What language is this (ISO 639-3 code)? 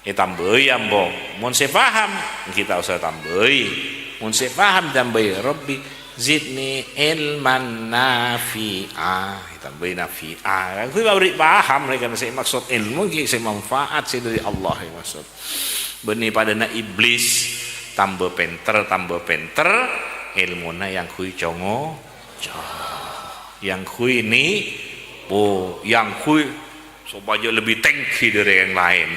mad